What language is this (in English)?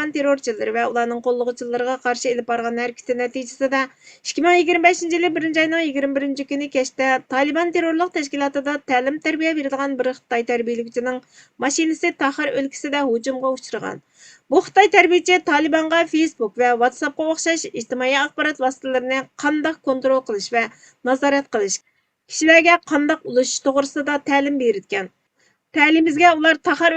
Uyghur